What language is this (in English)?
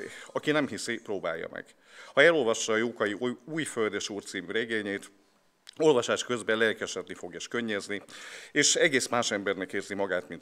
Hungarian